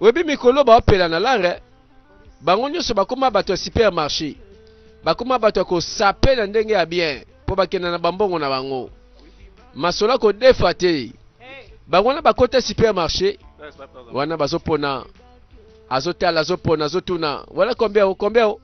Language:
Lingala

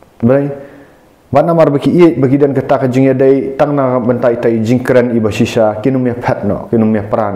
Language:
Khasi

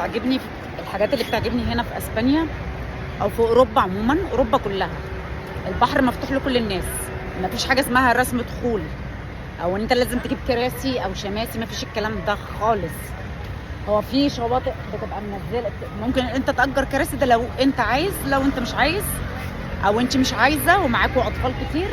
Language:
Egyptian Arabic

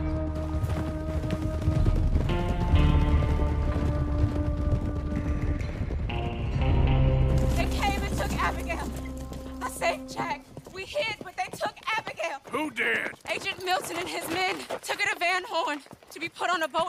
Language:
English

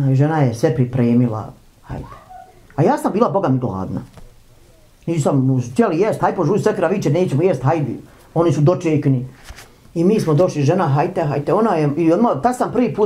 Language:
Bosnian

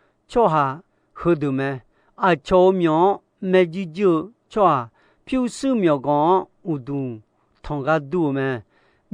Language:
Akha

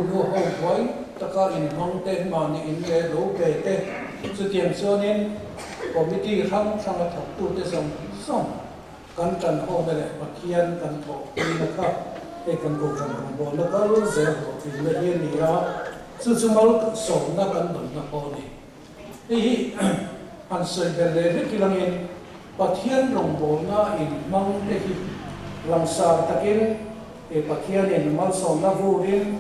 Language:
Mizo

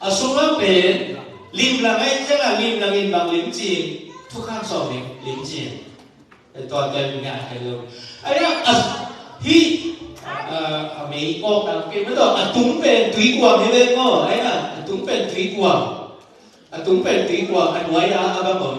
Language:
Tedim Chin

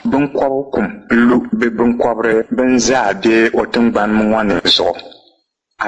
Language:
Dagbani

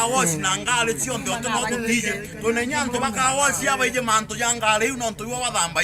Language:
Meru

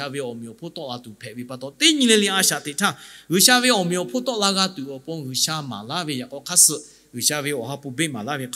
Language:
Lahu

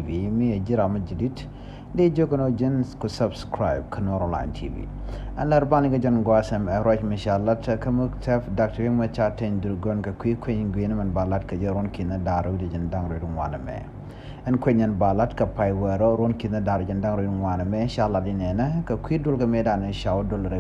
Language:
Nuer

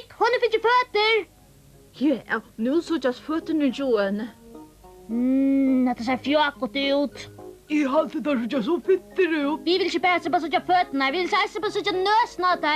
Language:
Faroese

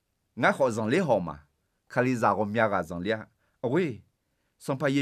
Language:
Akha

